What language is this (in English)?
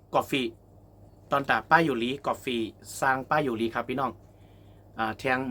Shan